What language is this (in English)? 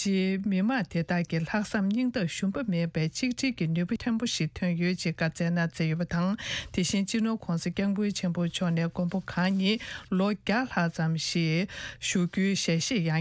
Tibetan